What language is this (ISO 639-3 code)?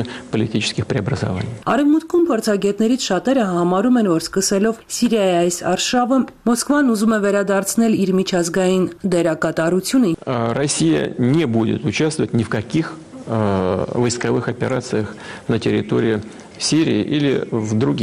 hye